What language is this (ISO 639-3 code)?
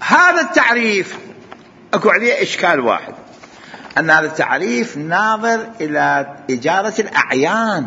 acm